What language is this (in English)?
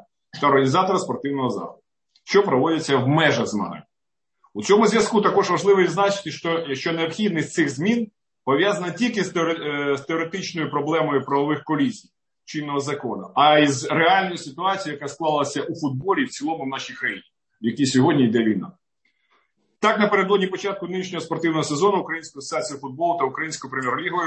Ukrainian